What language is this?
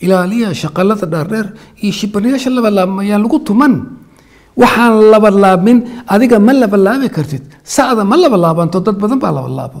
Somali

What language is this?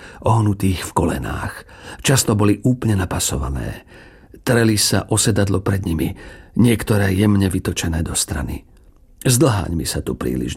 Slovak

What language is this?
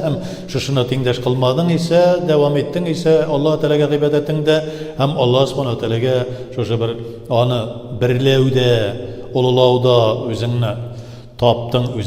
Tatar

